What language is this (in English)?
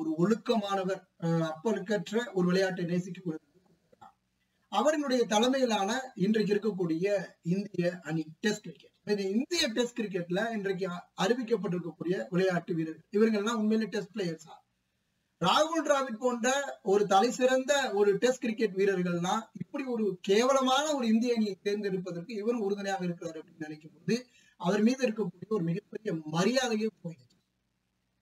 Tamil